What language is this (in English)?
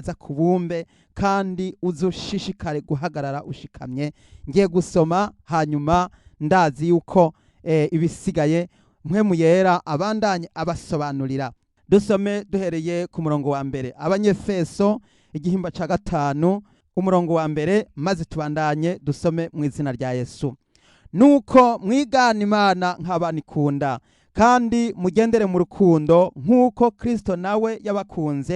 Rundi